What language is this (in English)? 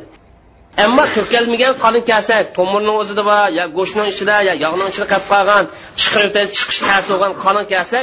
Uyghur